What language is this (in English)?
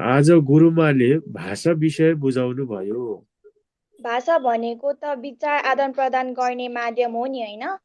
Nepali